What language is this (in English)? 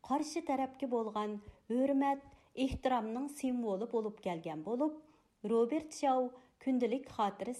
Uyghur